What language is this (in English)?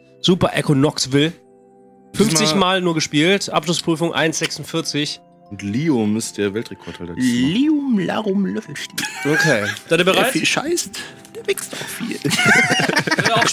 German